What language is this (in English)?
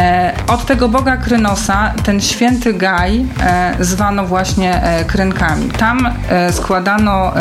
Polish